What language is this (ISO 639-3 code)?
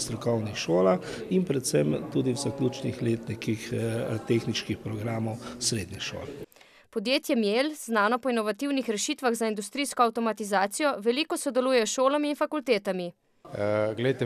slv